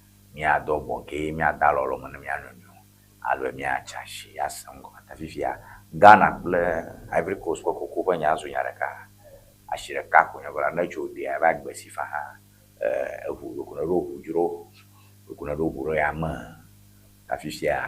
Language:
Ewe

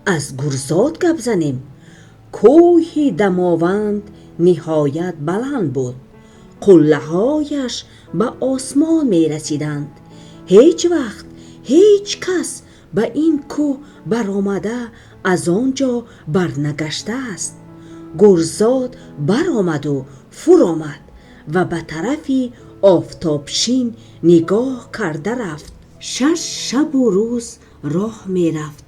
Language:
Tajik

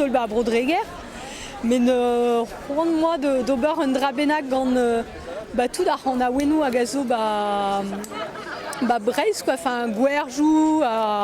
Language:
Breton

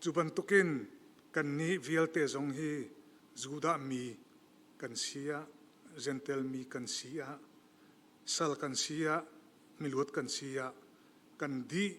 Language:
Hakha Chin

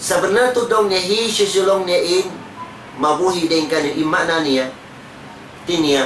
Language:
Tausug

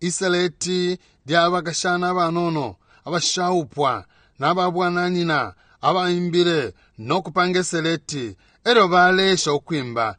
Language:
Bemba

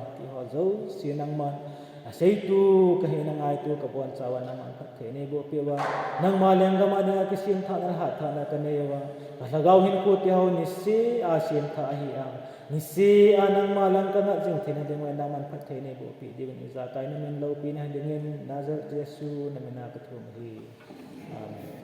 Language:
Thado Chin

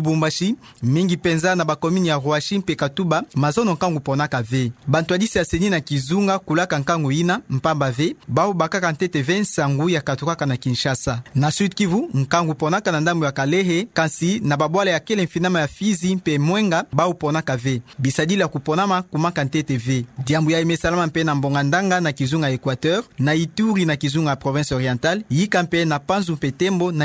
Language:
Kituba (Democratic Republic of Congo)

